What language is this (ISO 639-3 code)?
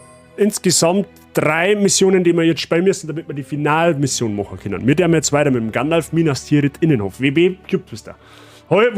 bar